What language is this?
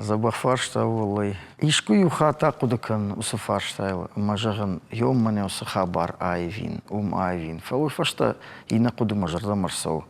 Ossetic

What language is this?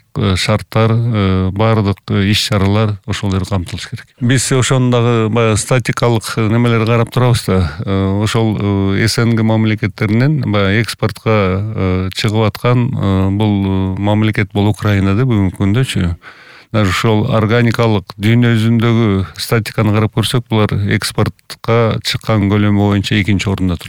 Kyrgyz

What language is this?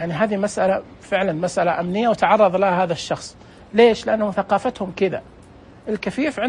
Najdi Arabic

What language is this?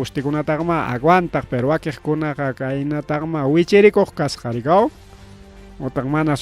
Ayacucho Quechua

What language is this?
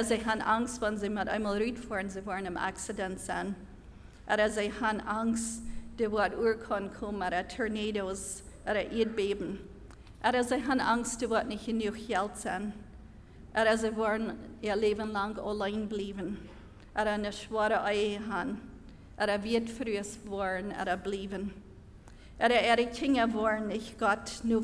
Plautdietsch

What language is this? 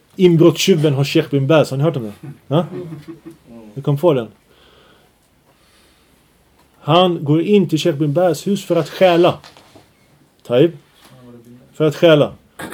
Swedish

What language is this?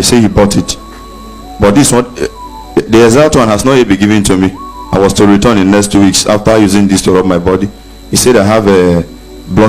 Nigerian Pidgin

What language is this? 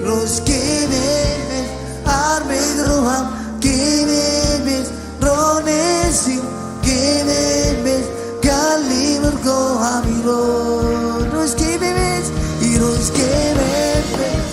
Marshallese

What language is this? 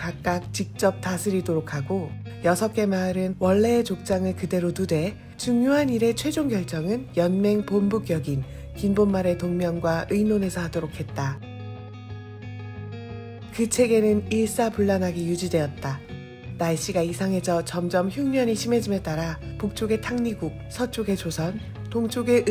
Korean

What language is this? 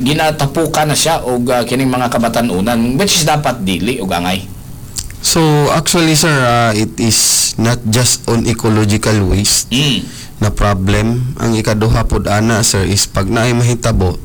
Cebuano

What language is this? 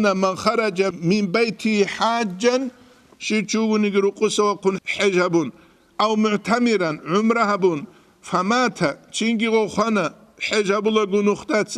Avaric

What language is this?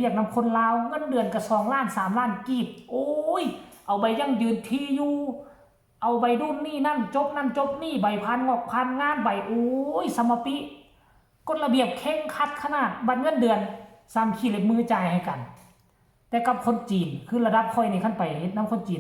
Northeastern Thai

